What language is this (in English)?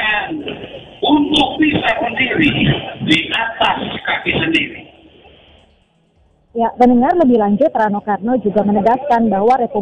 Indonesian